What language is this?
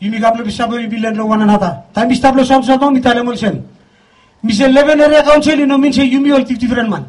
Bislama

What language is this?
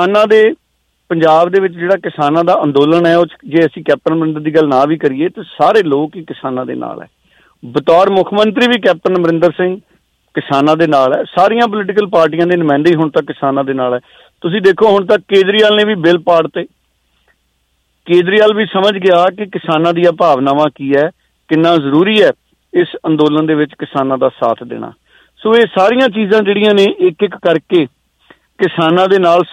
Punjabi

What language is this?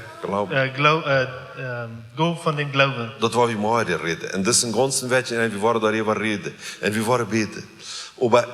Plautdietsch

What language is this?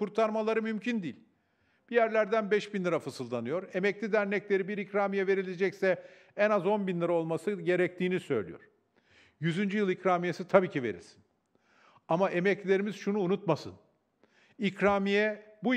Turkish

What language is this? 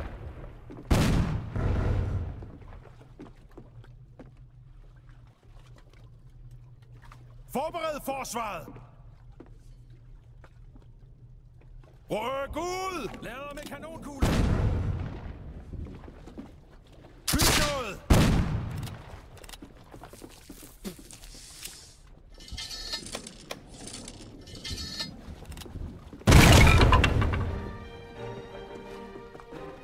Danish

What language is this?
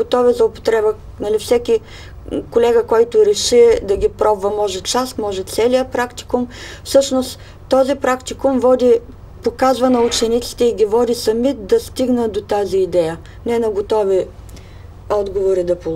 Bulgarian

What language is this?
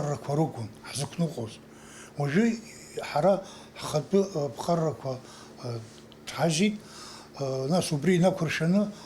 Abkhazian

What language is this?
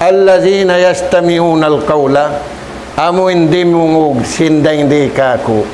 Tausug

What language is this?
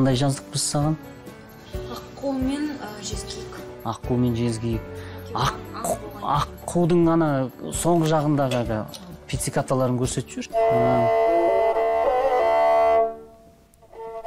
Kazakh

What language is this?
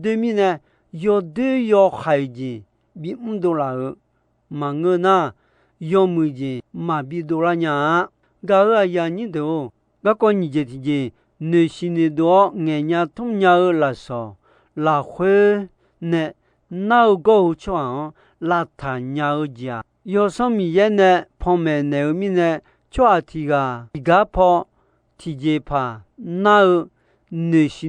Akha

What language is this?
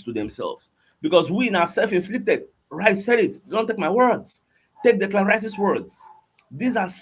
Nigerian Pidgin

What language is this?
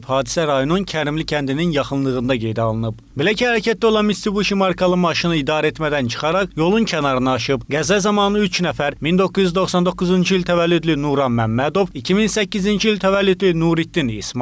Azerbaijani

